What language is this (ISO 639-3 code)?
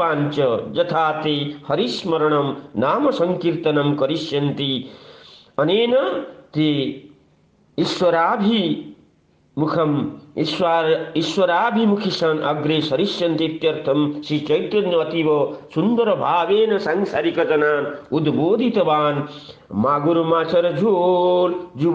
san